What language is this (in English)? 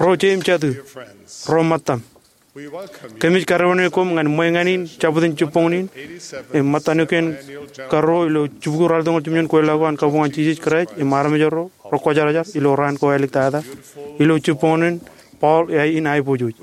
Marshallese